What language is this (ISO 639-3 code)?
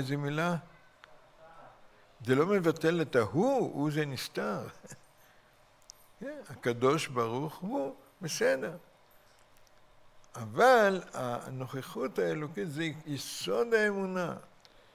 heb